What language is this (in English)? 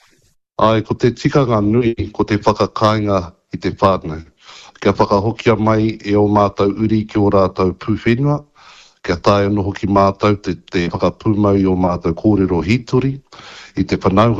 Māori